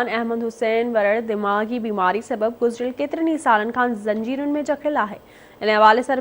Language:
Sindhi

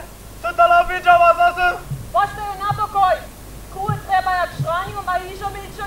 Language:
Upper Sorbian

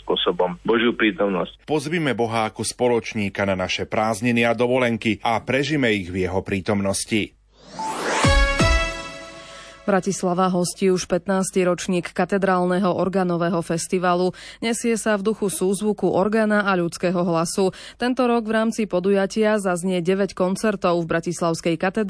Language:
Slovak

